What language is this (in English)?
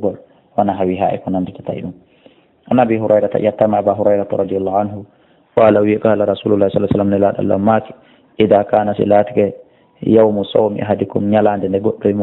Fula